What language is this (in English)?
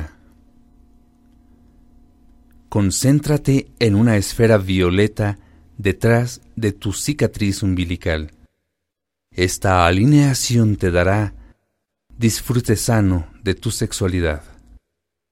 Spanish